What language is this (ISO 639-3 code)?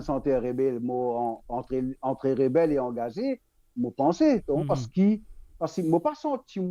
mfe